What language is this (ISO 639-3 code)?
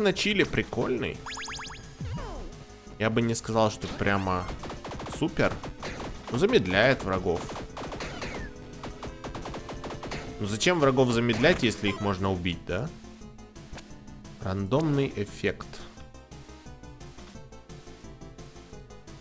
rus